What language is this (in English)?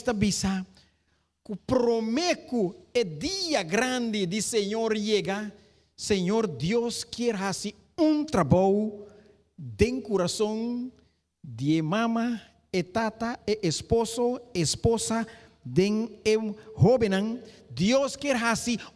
Papiamento